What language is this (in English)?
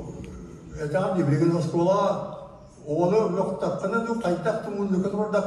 Yakut